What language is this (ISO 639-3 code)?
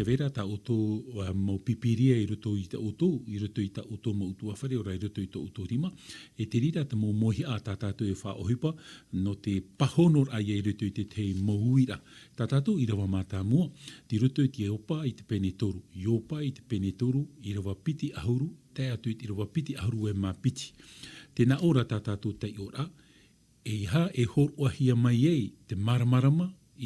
tah